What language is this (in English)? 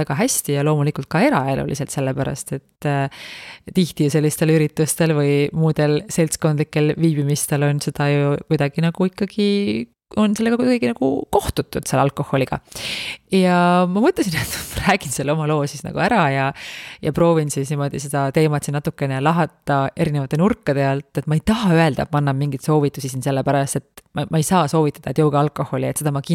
Estonian